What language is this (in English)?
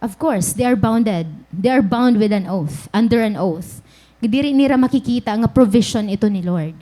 Waray